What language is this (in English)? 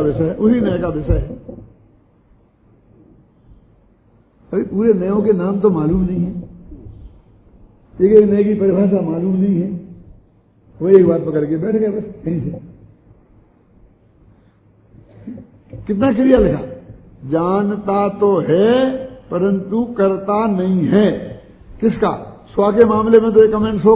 Hindi